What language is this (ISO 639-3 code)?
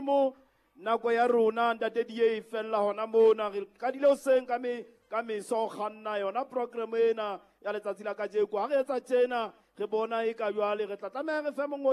sot